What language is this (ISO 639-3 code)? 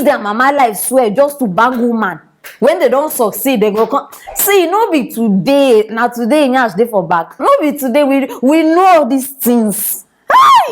pcm